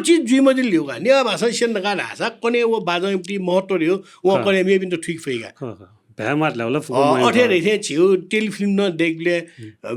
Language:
Newari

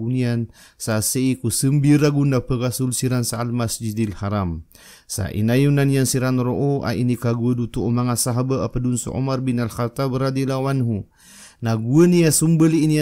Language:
Maranao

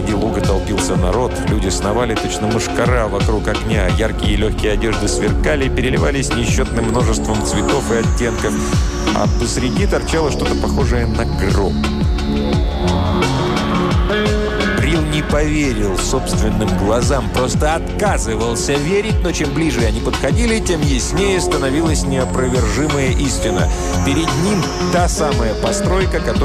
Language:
Russian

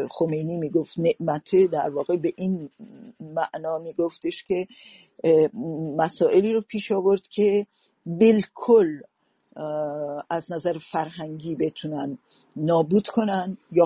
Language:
Persian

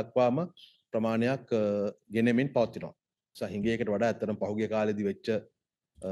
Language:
Sinhala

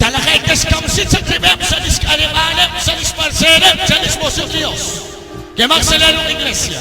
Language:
Kekchí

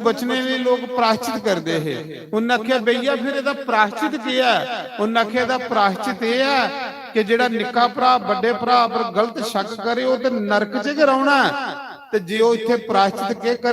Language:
Dogri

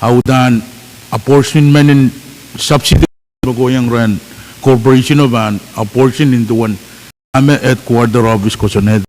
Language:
Pohnpeian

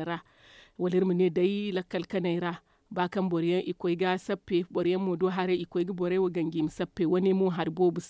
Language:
Zarma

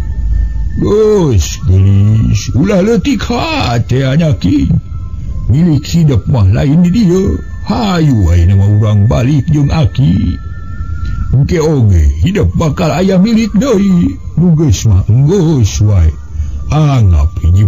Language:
Sundanese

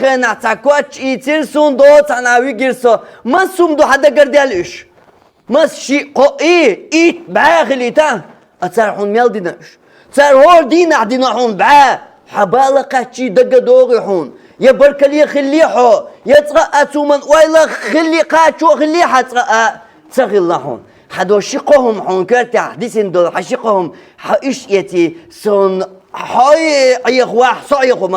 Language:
Chechen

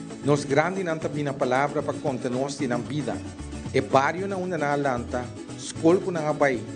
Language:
Papiamento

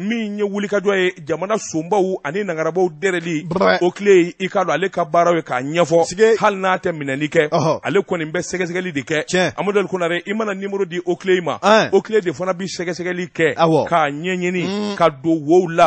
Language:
Bambara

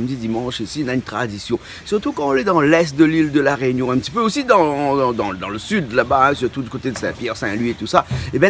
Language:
Réunion Creole French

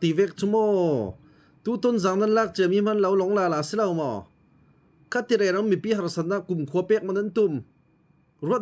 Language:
Falam Chin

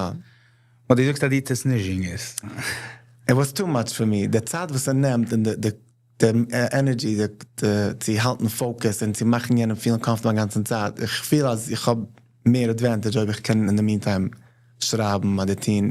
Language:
Yiddish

